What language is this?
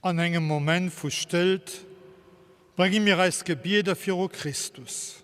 Luxembourgish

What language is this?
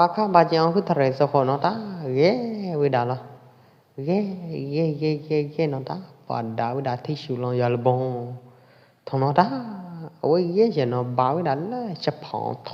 Pwo Eastern Karen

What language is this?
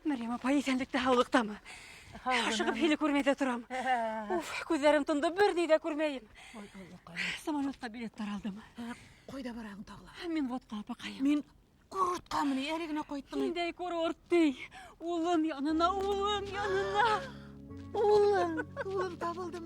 Bashkir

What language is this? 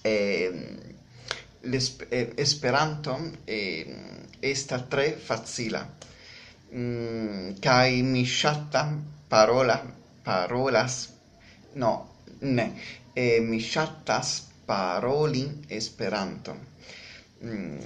Esperanto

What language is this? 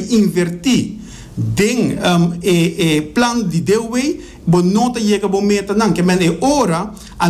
Papiamento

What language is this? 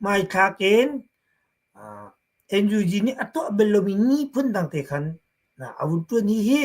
Hakha Chin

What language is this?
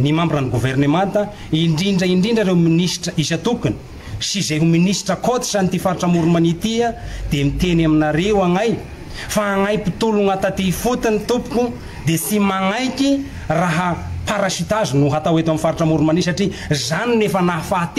Malagasy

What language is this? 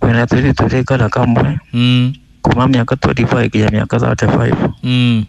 Kikuyu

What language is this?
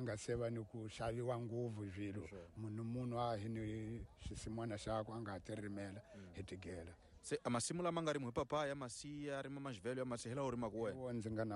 Tsonga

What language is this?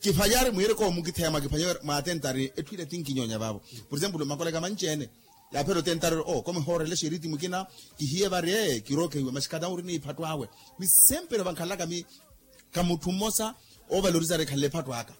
Makhuwa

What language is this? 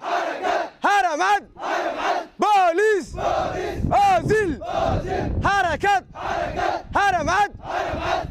Somali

